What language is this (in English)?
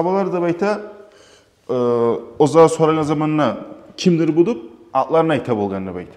Kumyk